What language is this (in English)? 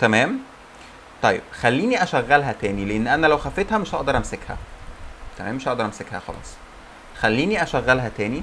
Egyptian Arabic